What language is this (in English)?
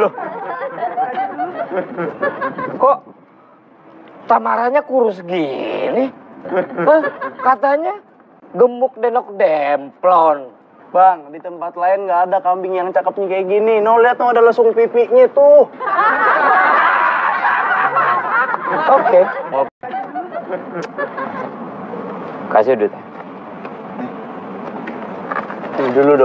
Indonesian